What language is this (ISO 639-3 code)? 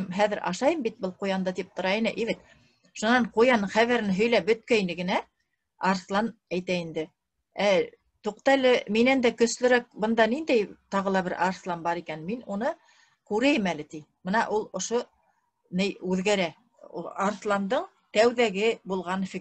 bak